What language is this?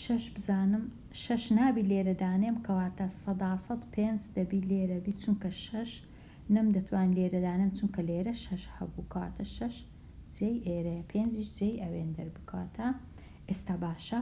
Central Kurdish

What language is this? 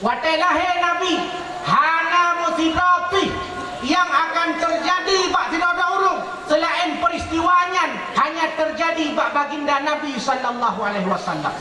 Achinese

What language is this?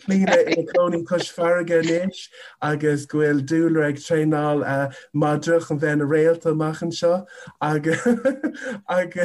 Irish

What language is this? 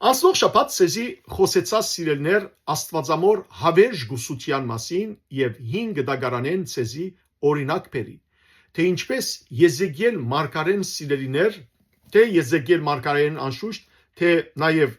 Western Armenian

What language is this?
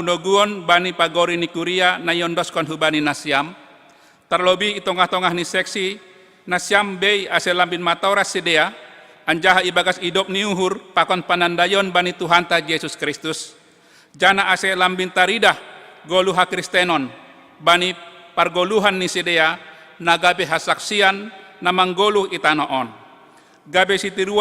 Batak Simalungun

